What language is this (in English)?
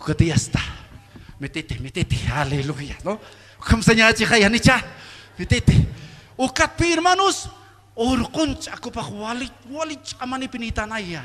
Aymara